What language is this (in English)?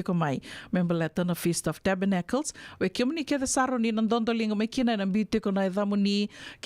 Fijian